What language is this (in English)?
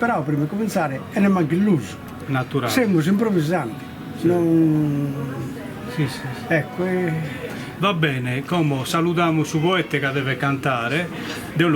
Sardinian